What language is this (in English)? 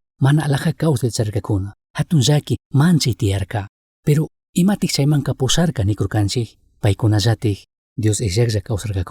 Chimborazo Highland Quichua